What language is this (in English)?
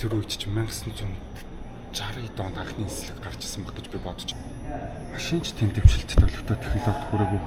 Mongolian